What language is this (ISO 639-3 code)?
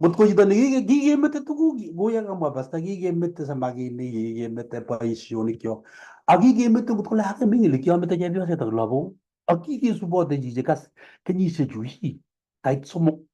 kln